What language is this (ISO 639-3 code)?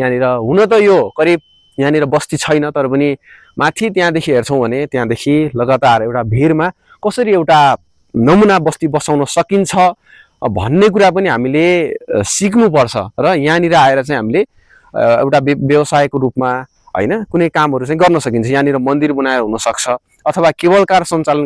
nep